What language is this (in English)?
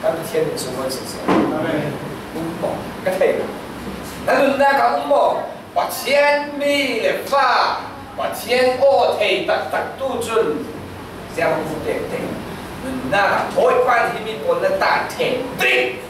Falam Chin